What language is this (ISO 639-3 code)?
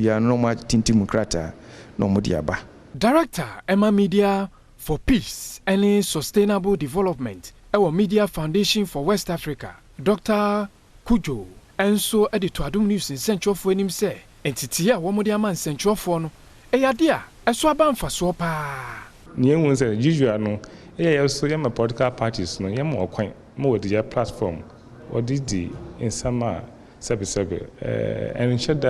aka